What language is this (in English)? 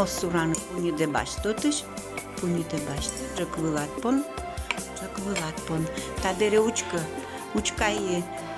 Udmurt